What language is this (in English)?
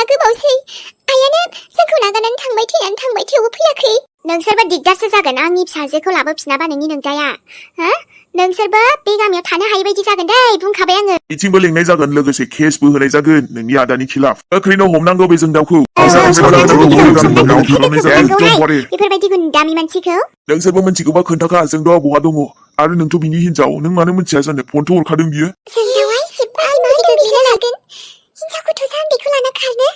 Bodo